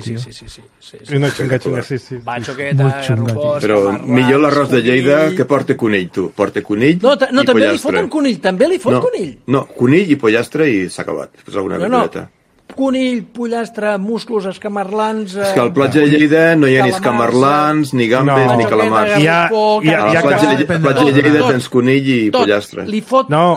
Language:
Catalan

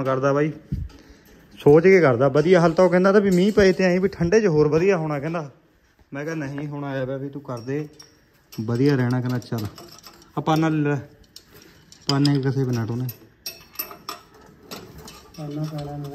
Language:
Punjabi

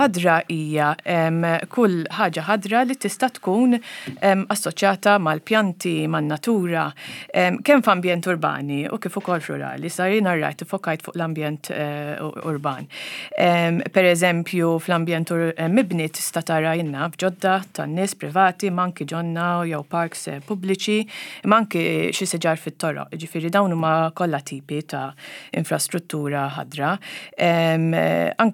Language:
Maltese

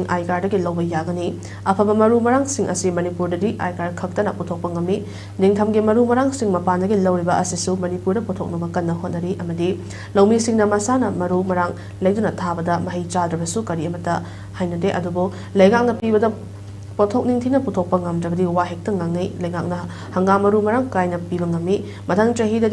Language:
Manipuri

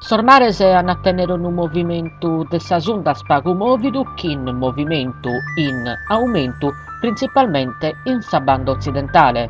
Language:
Sardinian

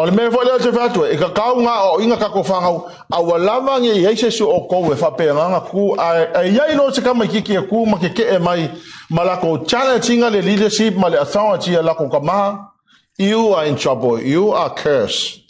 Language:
Samoan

